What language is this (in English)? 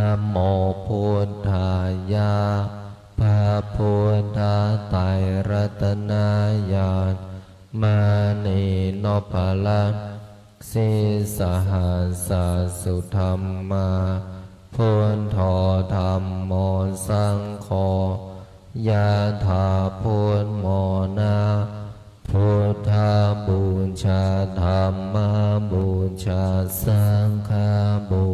Pali